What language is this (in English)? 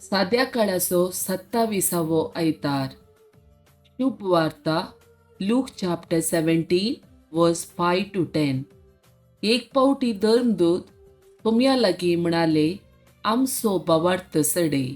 Konkani